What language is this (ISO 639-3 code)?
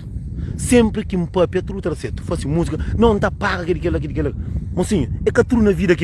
kea